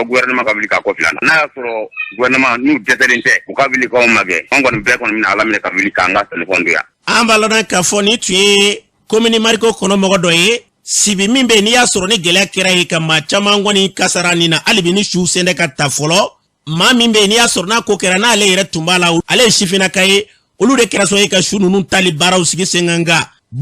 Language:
Bambara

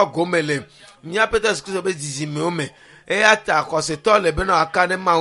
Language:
Ewe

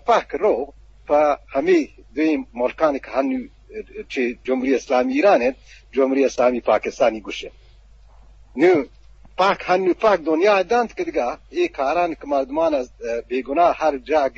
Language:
Eastern Balochi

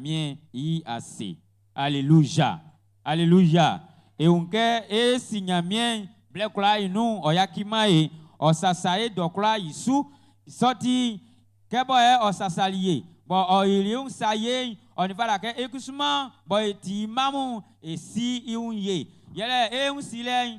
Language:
Baoulé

